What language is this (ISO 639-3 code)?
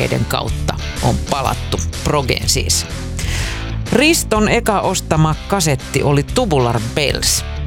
fin